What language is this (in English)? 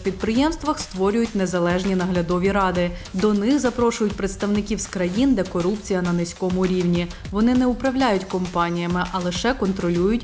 Ukrainian